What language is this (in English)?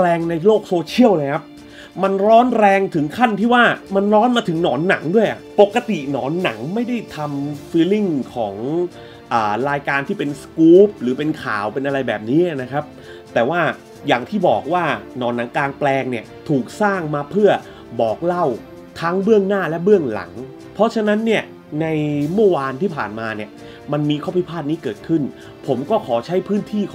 Thai